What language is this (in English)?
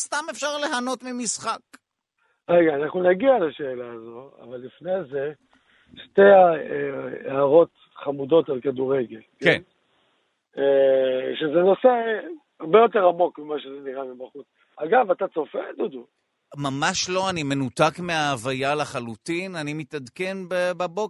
Hebrew